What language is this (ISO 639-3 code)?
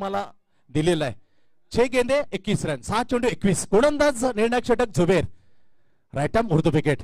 mar